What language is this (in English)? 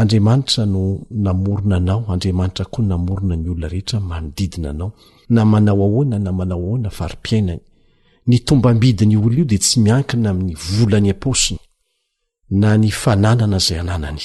Malagasy